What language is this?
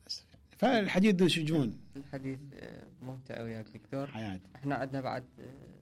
Mesopotamian Arabic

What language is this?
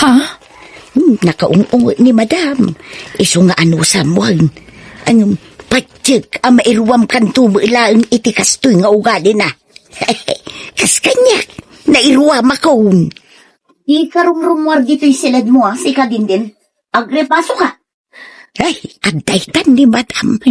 Iloko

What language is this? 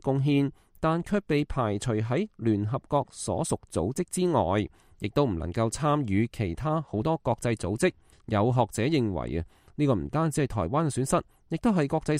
Cantonese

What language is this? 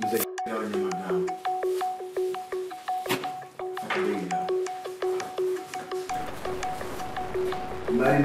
Kinyarwanda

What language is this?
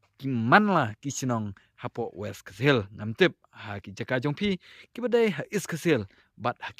Khasi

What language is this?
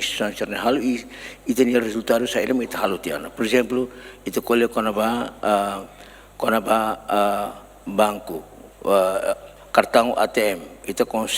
Tetum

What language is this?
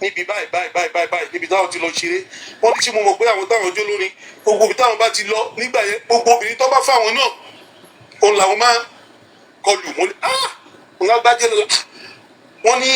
Yoruba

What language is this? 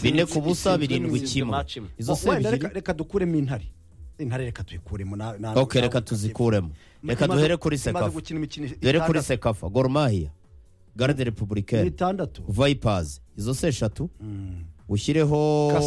Kinyarwanda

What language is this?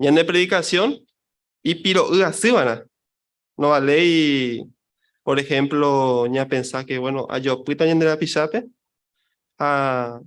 Guarani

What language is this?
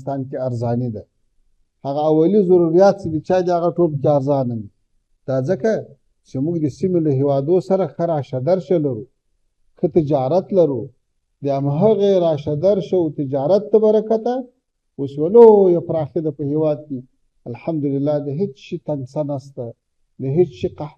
Pashto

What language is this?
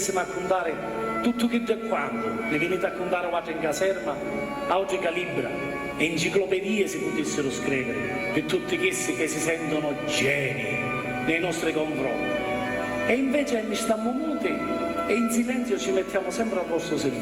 Sicilian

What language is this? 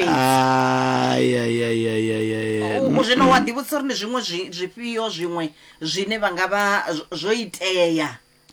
Venda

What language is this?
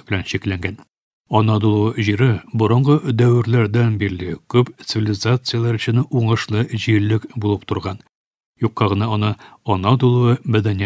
Tatar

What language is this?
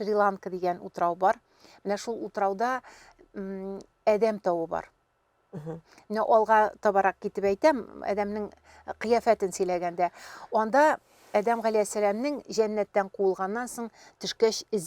Tatar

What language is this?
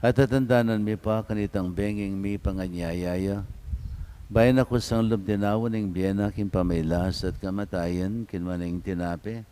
Pampanga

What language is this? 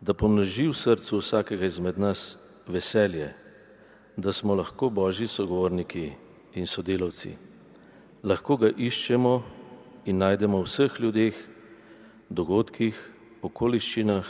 Slovenian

